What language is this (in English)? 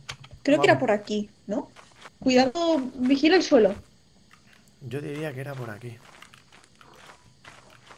Spanish